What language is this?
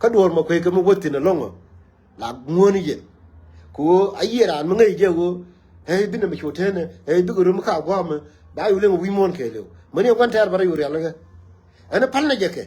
Nuer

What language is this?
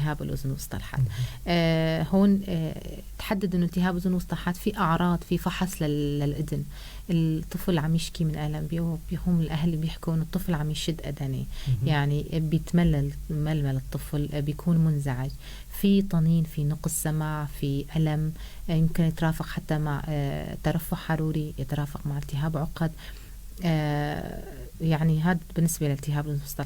North Levantine Arabic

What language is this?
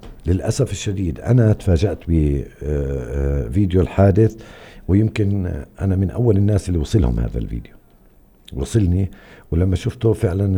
North Levantine Arabic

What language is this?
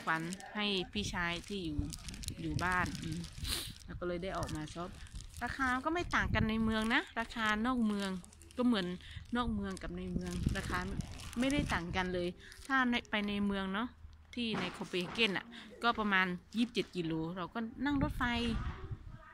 Thai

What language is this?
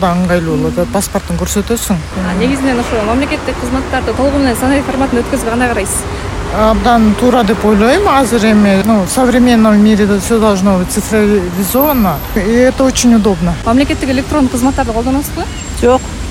Kyrgyz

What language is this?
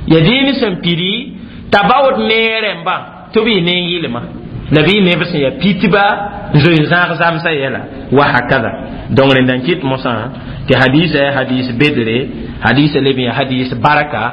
Mossi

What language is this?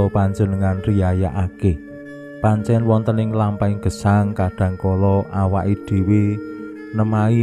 Javanese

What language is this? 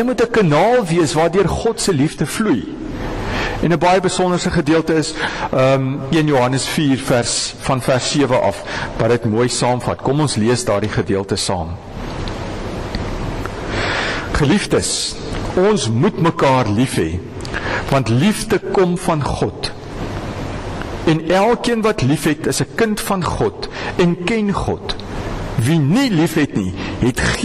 Afrikaans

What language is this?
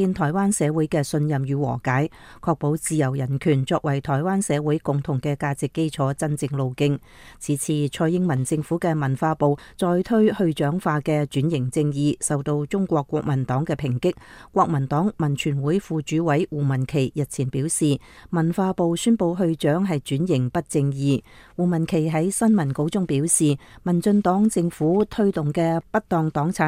Cantonese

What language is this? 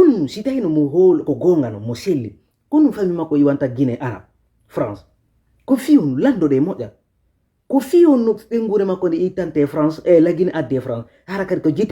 Fula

